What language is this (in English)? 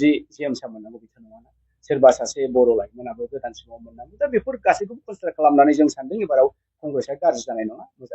Bodo